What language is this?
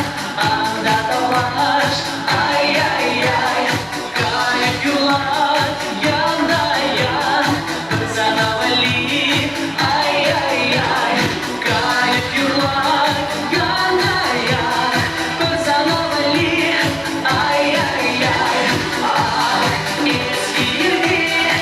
Chuvash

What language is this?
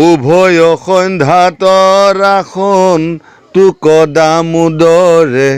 Assamese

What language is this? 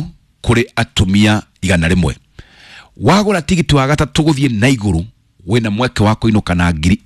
Kikuyu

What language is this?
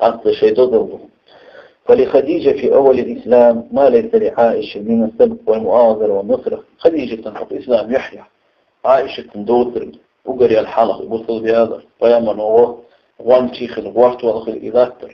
Chechen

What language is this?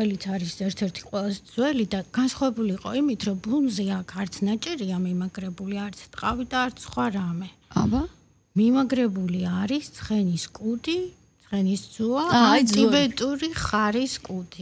Georgian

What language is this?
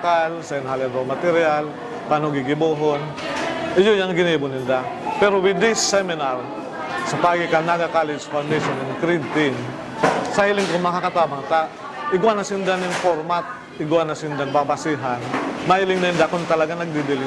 Bikol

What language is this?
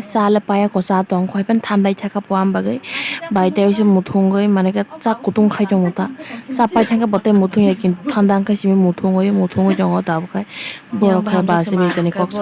Kok Borok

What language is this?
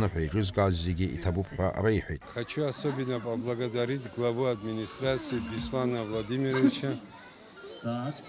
Abkhazian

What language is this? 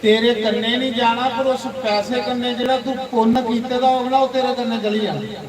Dogri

